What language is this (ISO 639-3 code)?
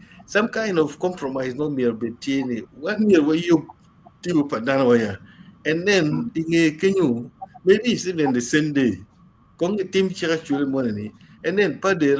ach